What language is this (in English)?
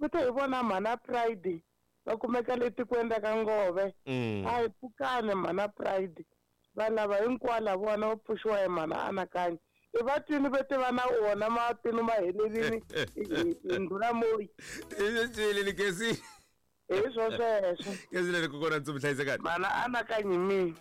Tsonga